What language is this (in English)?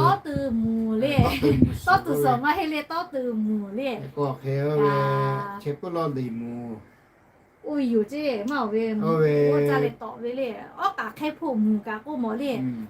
Lahu